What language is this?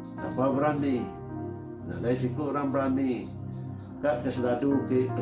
Iban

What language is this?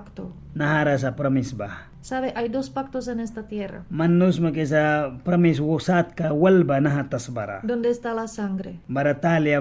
Mískito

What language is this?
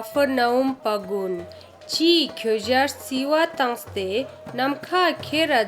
Ladakhi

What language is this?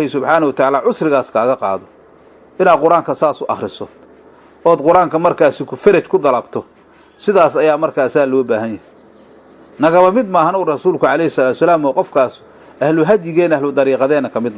Somali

